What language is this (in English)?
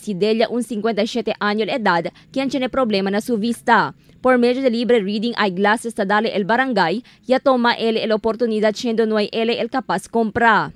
Chavacano